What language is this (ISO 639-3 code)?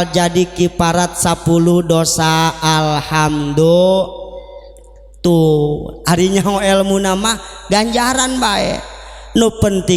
sun